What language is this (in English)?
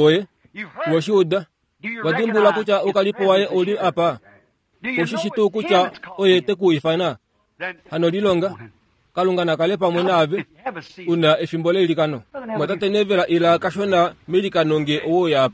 Kuanyama